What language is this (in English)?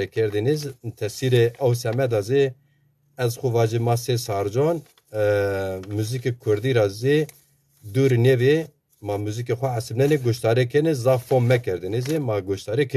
Zaza